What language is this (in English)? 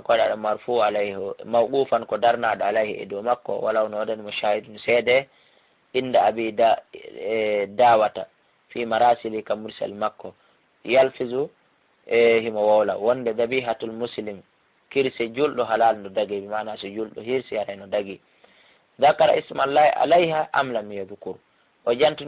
Fula